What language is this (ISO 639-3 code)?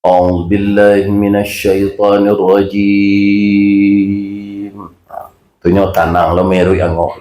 min